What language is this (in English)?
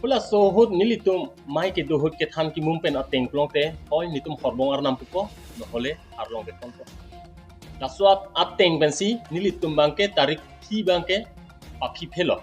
Karbi